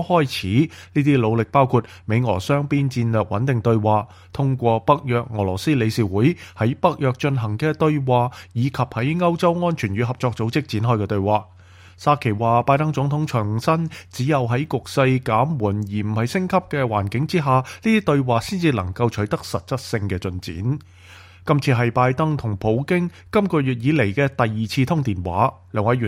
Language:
Cantonese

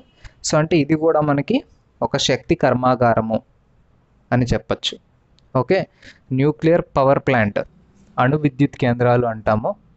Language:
Telugu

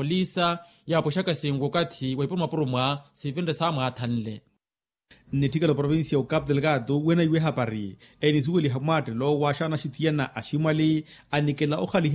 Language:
Makhuwa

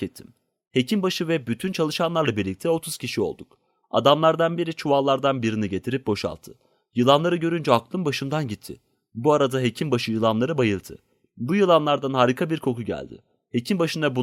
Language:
Turkish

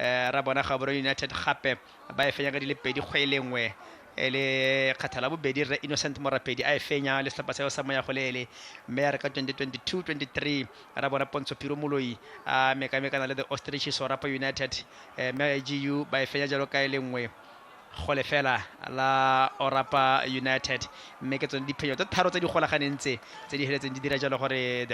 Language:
Tswana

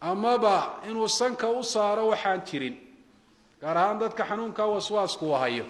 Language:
Somali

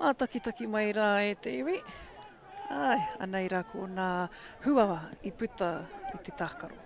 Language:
Māori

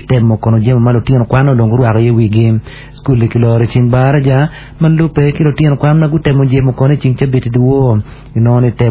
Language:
Acoli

